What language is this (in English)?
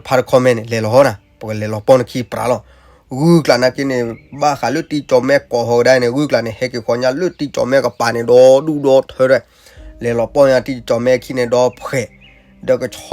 S'gaw Karen